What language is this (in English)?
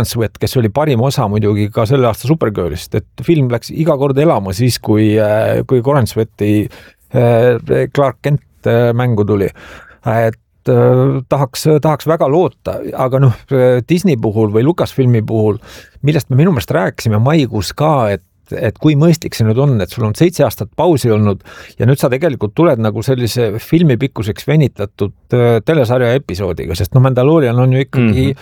Estonian